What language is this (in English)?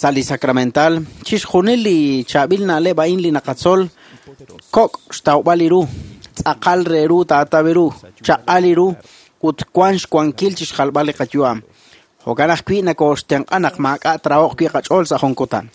Kekchí